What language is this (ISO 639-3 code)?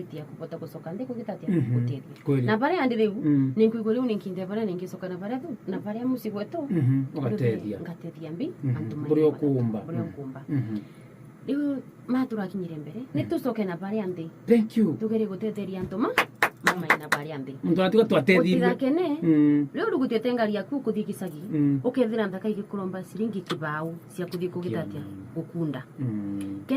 mer